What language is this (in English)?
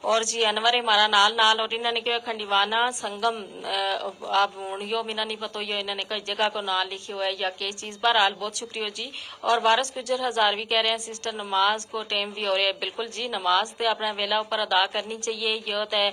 Gujari